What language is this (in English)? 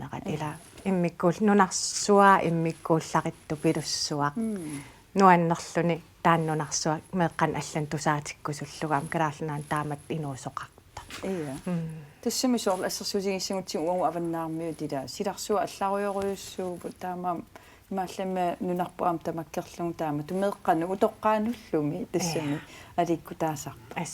Kalaallisut